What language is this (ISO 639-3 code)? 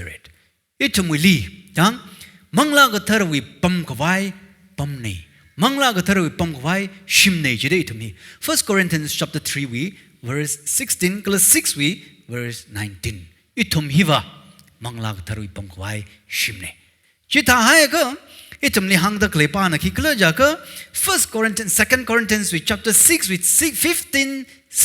nmf